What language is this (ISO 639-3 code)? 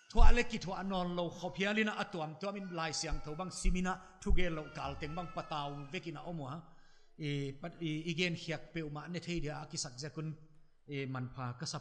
pck